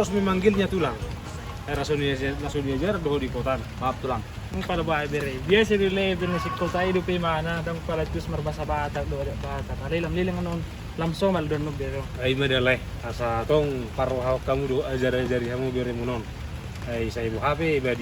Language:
Batak Toba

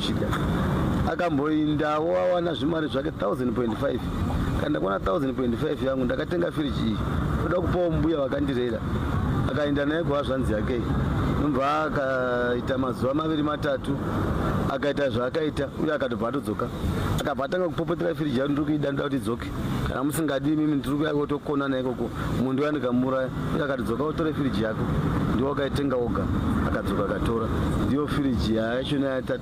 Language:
Shona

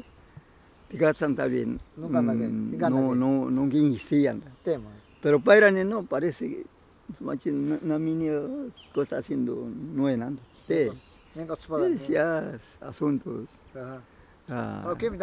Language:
Ashéninka Perené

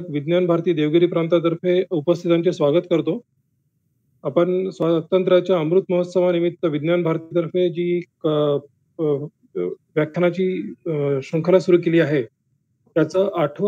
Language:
Marathi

